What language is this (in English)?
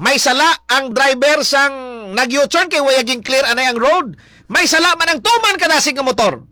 Hiligaynon